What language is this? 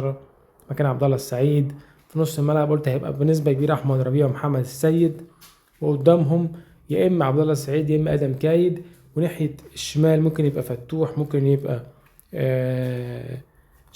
Egyptian Arabic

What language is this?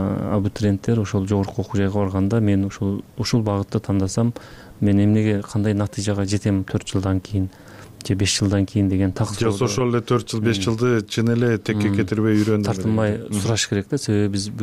Kyrgyz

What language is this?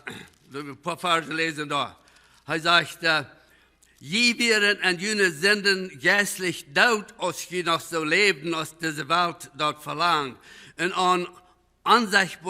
Plautdietsch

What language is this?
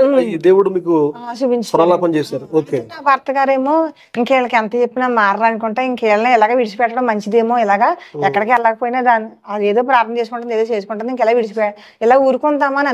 Telugu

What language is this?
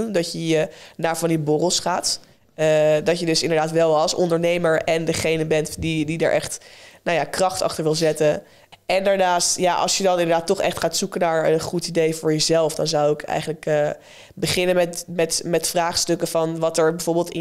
Dutch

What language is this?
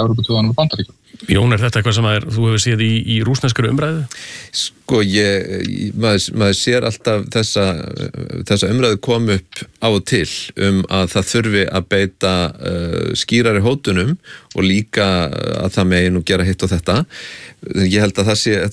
Icelandic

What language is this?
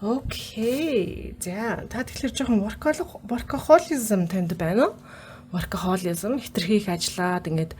Mongolian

